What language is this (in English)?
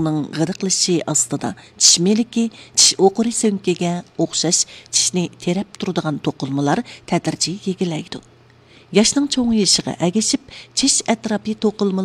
Uyghur